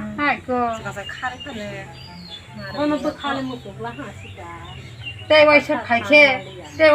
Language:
Kok Borok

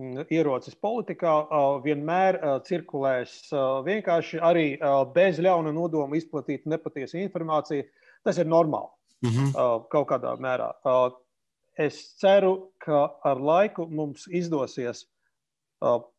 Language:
Latvian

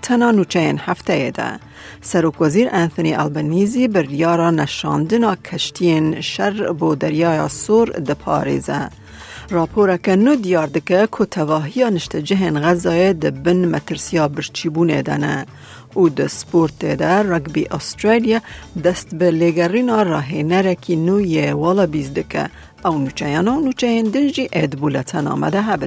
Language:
Kurdish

